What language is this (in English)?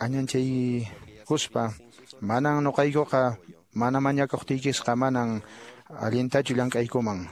Quechua